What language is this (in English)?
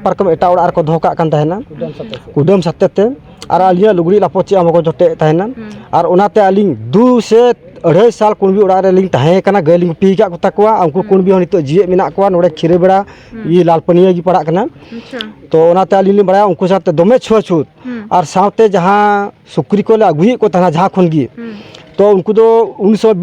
Santali